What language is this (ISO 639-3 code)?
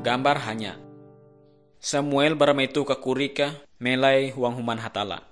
nij